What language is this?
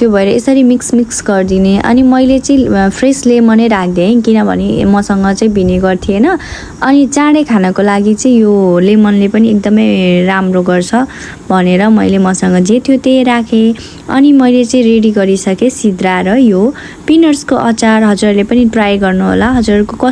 Nepali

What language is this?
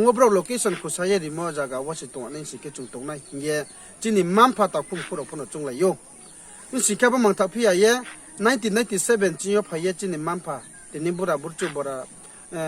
Riang (India)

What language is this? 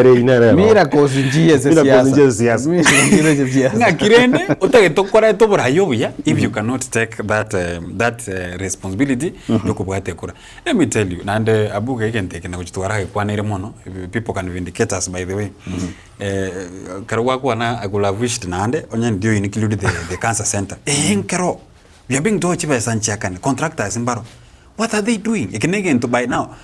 Gusii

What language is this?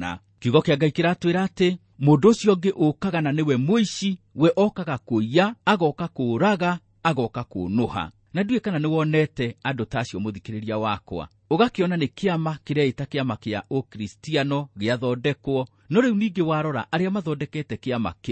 Kikuyu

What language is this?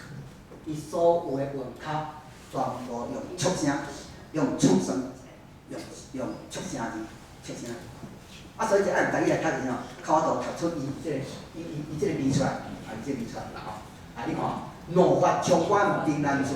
Min Nan Chinese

